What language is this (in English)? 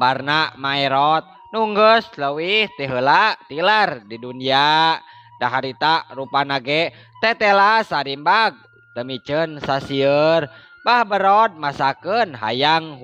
Sundanese